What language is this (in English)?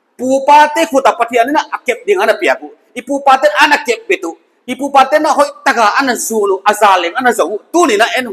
Paite Chin